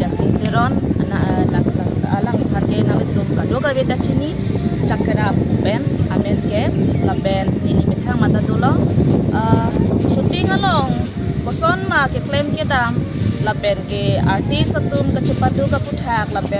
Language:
Karbi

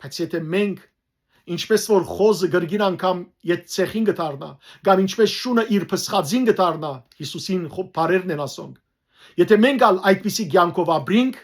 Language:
Western Armenian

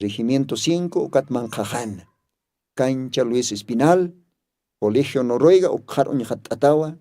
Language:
Aymara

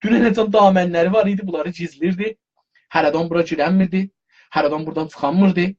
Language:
South Azerbaijani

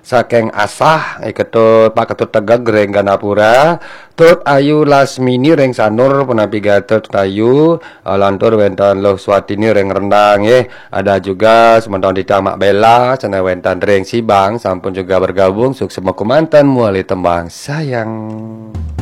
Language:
Balinese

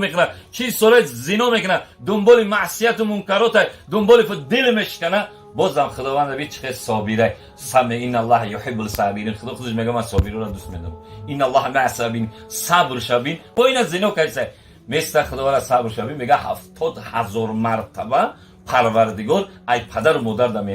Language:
Tajik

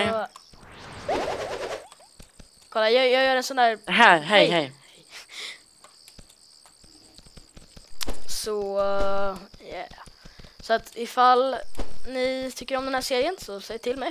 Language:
Swedish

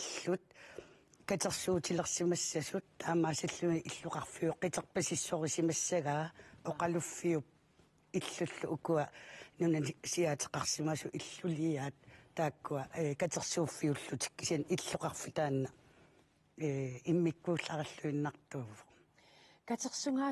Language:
Kalaallisut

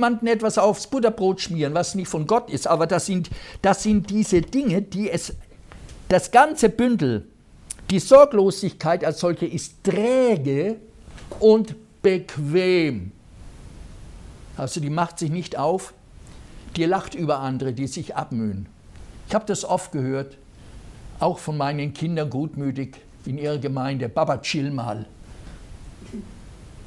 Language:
German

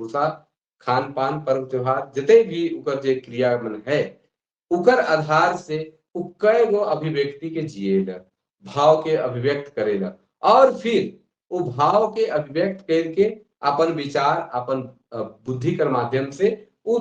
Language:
Sadri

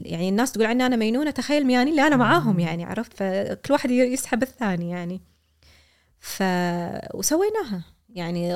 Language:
Gulf Arabic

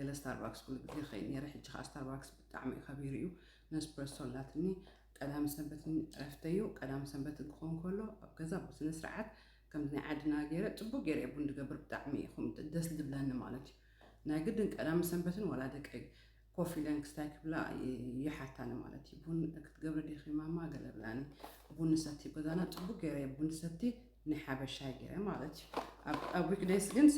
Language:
Tigrinya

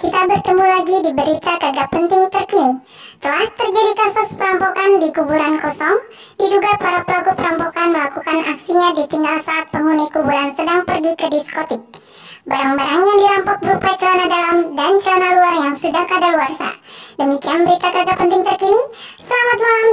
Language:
Betawi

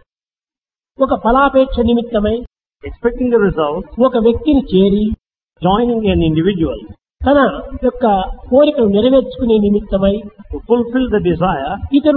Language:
Telugu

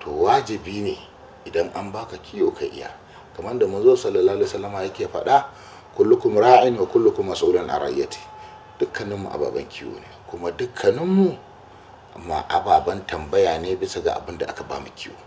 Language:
Hausa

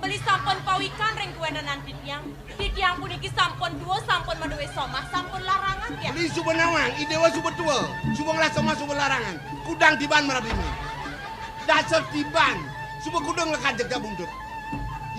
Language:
Balinese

